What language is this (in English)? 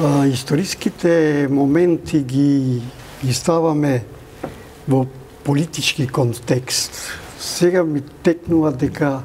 Macedonian